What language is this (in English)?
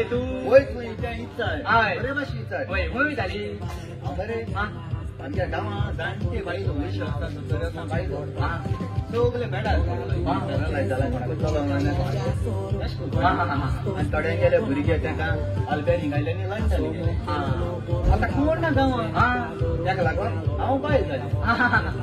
Konkani